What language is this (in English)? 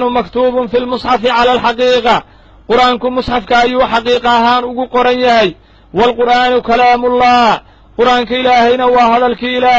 Somali